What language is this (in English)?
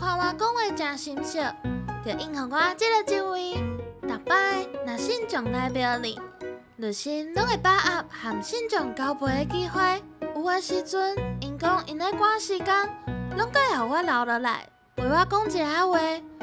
Min Nan Chinese